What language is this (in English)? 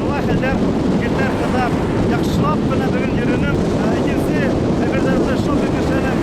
Bashkir